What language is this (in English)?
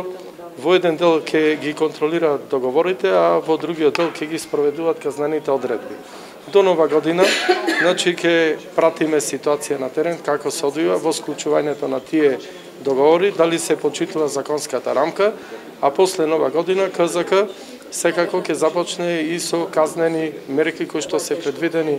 Macedonian